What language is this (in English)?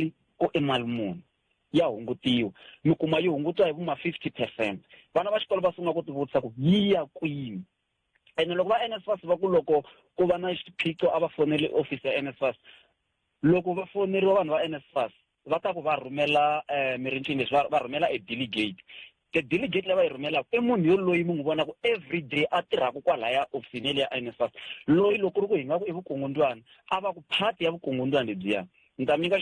Tsonga